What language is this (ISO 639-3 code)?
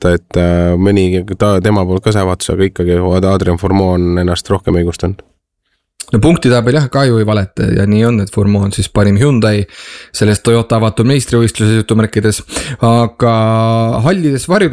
est